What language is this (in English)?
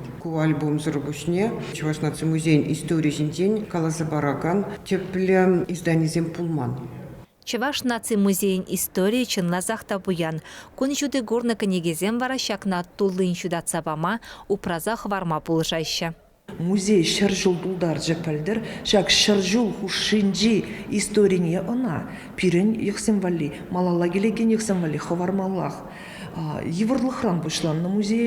Chuvash